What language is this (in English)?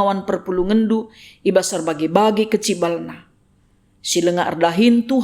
Batak Karo